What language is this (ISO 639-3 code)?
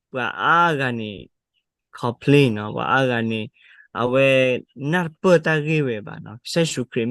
ksw